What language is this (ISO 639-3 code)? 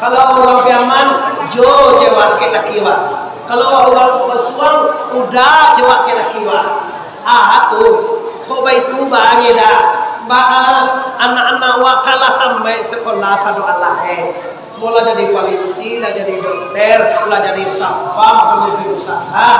min